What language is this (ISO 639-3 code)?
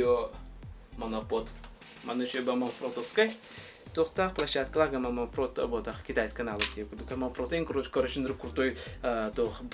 sah